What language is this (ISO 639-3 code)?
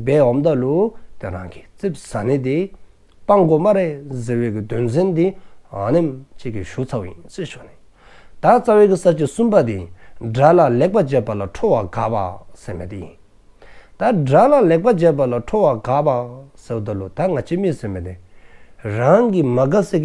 dzo